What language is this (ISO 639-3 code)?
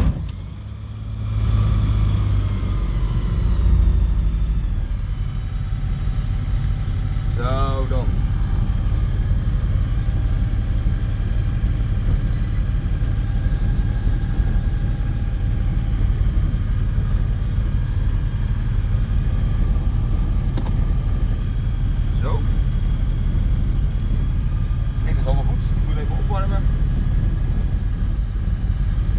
nld